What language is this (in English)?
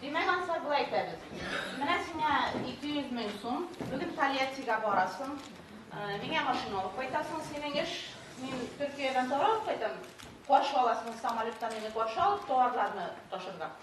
Tatar